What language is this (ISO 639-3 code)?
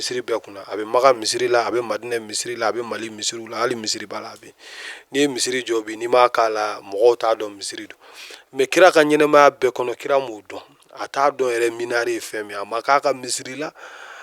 bam